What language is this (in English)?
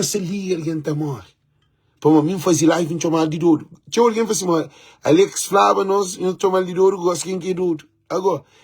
Kabuverdianu